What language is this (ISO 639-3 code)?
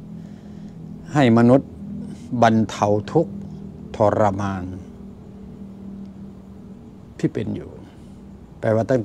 tha